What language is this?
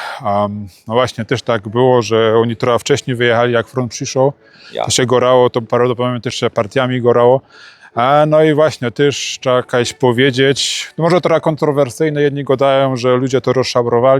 Silesian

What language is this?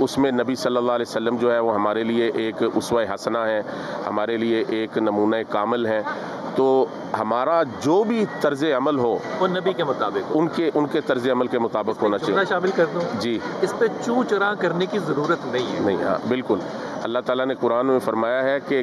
Urdu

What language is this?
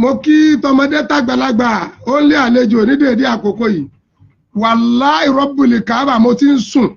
Yoruba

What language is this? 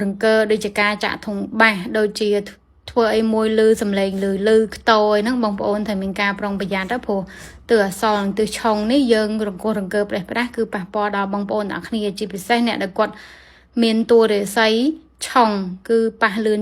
Khmer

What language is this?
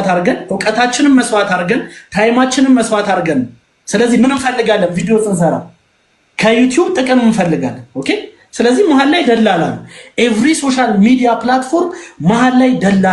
Amharic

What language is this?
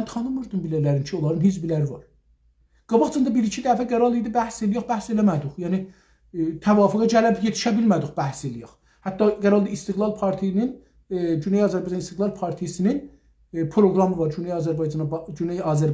South Azerbaijani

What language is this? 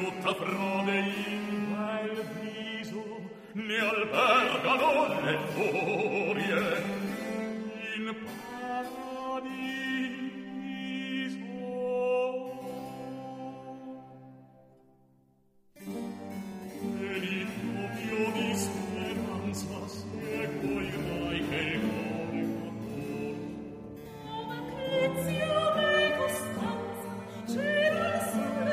Italian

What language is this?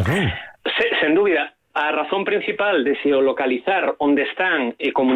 Galician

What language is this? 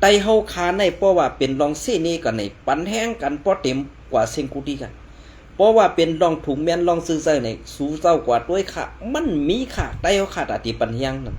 Shan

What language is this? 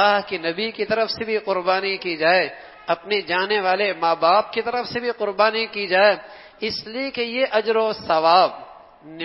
Urdu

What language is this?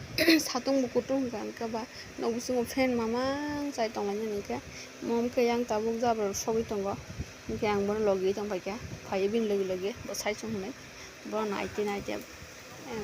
Kok Borok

